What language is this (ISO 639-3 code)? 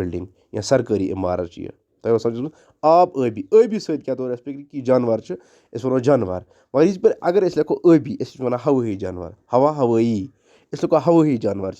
kas